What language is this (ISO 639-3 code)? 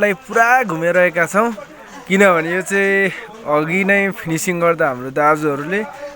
nep